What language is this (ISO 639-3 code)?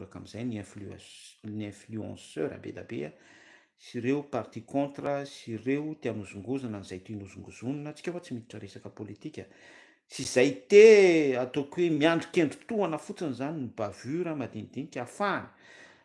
mlg